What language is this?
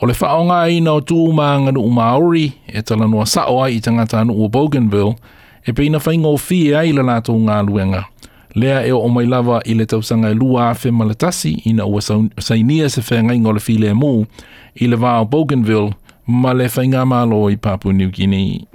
Samoan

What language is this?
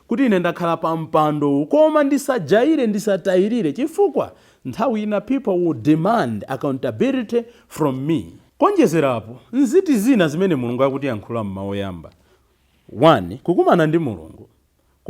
Nyanja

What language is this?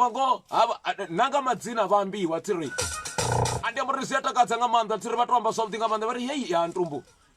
Venda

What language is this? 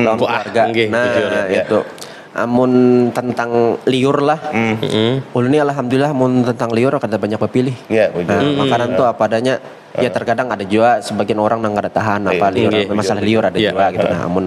Banjar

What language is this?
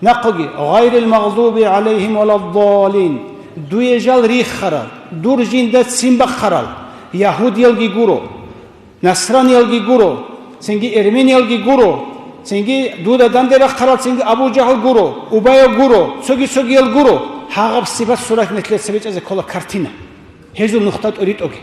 Avaric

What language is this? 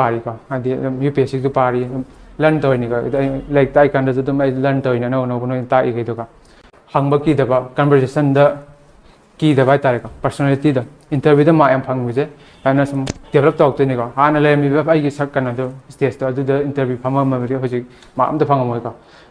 Manipuri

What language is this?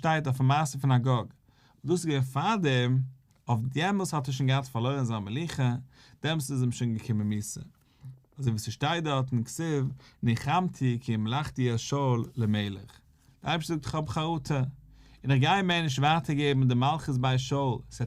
Yiddish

